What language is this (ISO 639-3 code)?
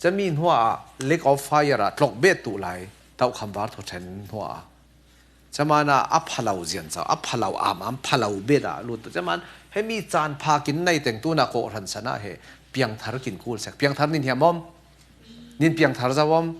cfm